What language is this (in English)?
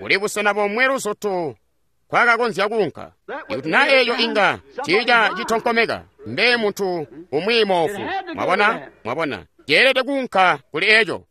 Tonga (Zambia)